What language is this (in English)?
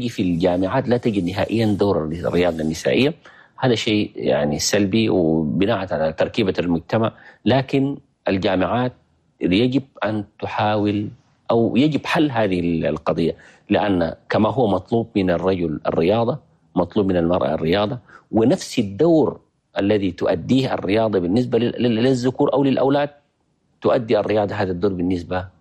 Chadian Arabic